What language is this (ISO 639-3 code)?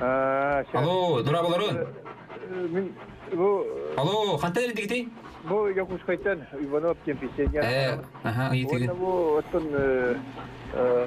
sah